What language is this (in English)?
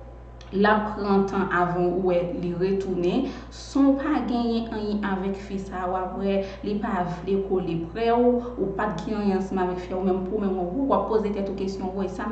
Haitian Creole